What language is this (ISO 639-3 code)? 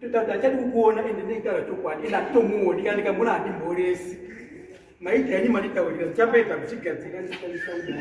sna